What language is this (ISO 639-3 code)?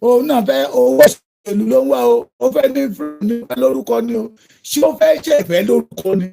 yor